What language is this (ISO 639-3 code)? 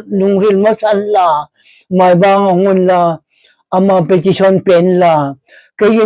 hmr